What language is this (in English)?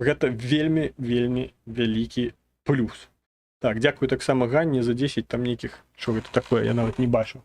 Belarusian